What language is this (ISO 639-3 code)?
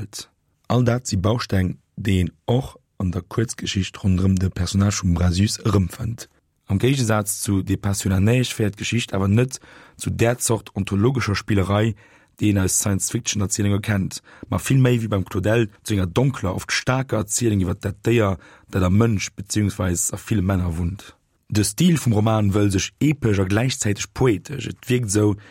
ltz